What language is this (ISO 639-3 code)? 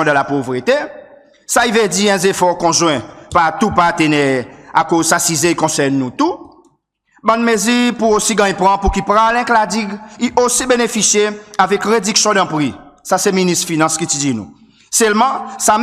crs